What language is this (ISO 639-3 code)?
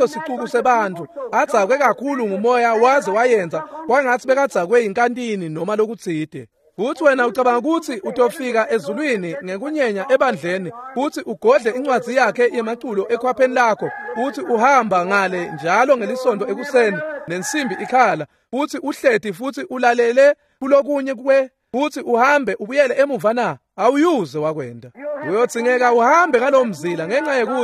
ssw